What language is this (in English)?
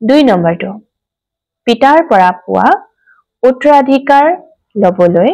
Assamese